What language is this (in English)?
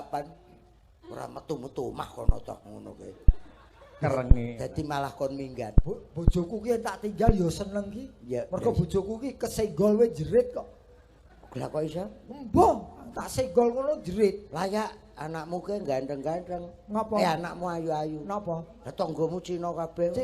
Javanese